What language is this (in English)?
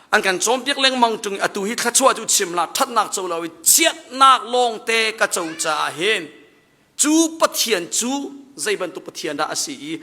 Hakha Chin